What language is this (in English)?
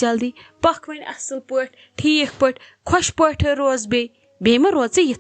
Kashmiri